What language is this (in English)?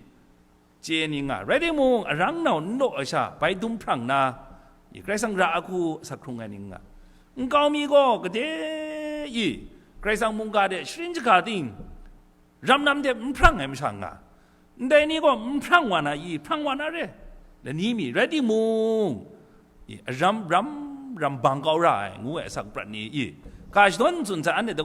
Kachin